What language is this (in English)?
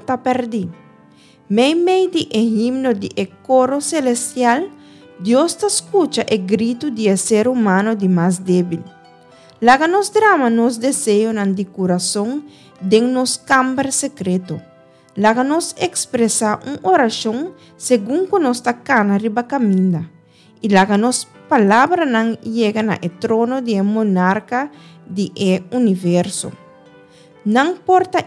Papiamento